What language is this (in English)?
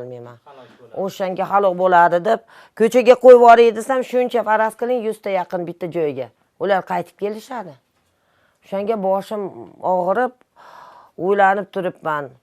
Uzbek